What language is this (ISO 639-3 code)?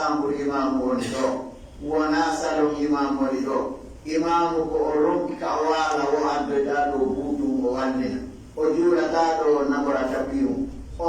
fuf